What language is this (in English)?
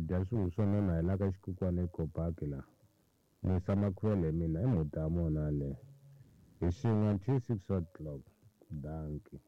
Tsonga